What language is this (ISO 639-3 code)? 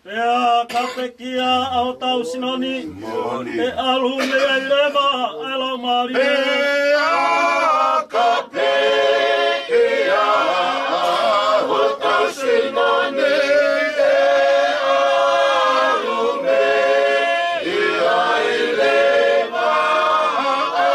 ton